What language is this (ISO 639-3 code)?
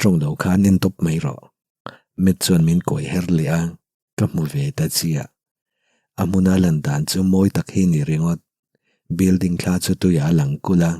lus